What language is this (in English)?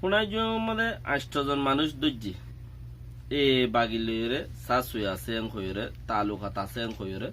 Rohingya